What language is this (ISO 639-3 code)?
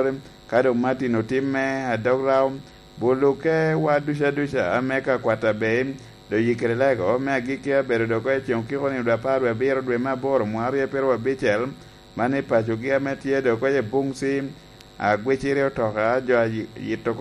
laj